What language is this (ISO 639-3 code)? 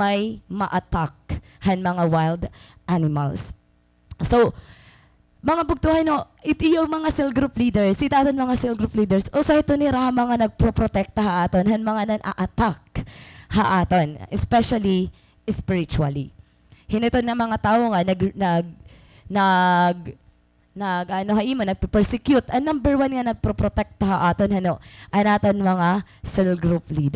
war